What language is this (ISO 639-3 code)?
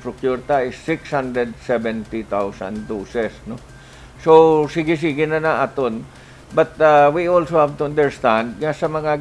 hil